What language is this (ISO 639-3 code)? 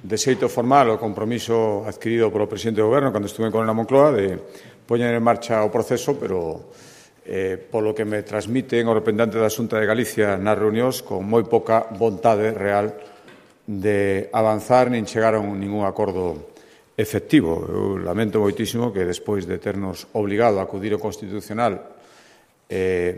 glg